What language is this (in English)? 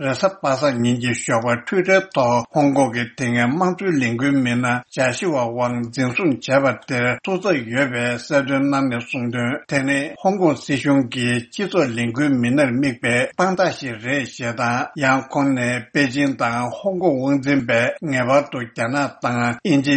Tibetan